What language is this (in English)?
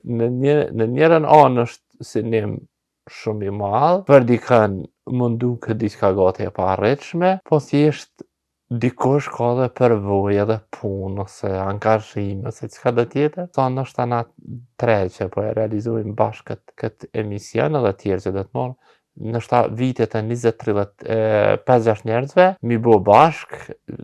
Albanian